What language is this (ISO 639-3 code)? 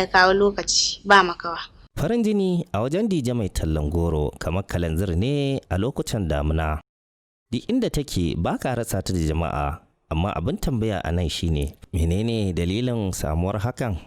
hau